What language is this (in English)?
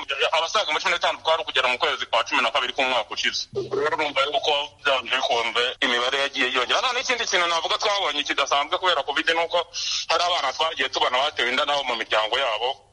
Kinyarwanda